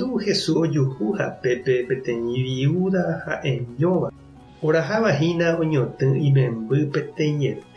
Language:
Guarani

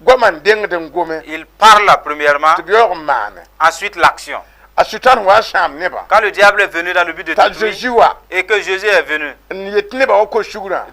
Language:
Mossi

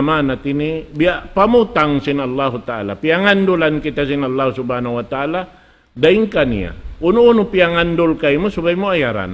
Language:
Tausug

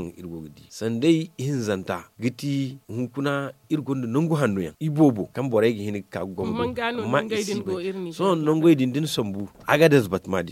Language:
Zarma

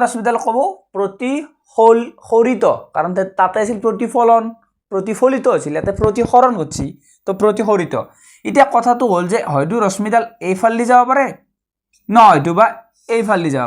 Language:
Assamese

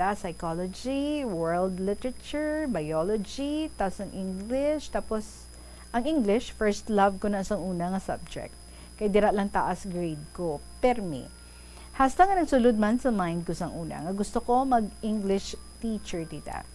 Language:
Hiligaynon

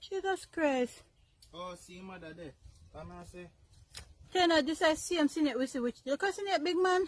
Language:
Jamaican Creole English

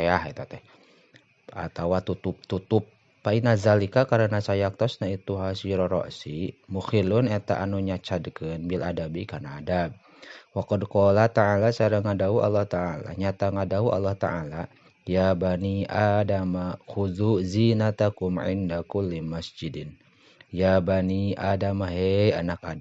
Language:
Sundanese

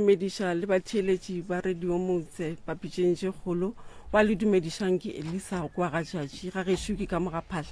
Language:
Northern Sotho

